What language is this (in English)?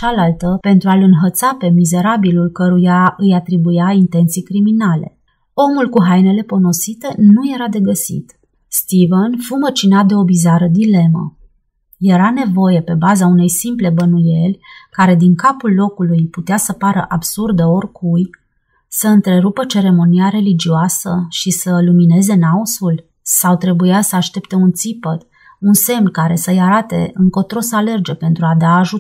Romanian